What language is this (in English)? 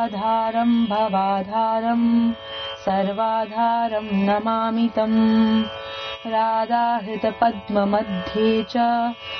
Sanskrit